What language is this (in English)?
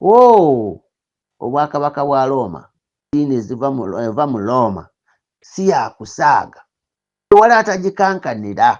Ganda